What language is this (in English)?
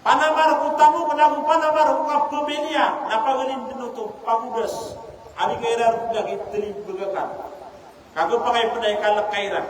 Maranao